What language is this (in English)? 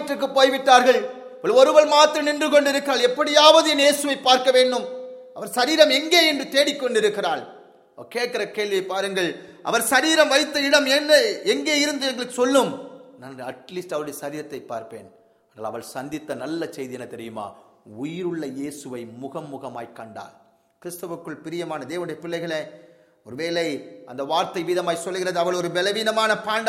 Tamil